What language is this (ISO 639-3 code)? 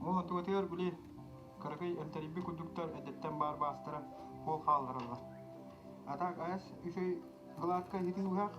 sah